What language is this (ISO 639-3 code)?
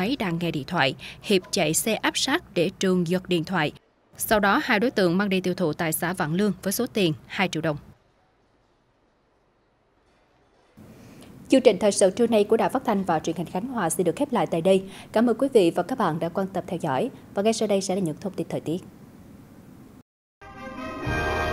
vie